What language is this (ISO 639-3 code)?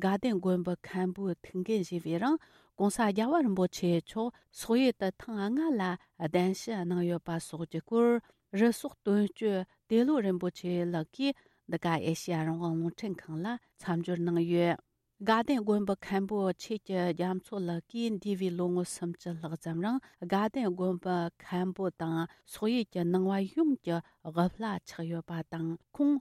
bod